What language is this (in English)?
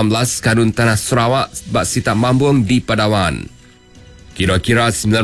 Iban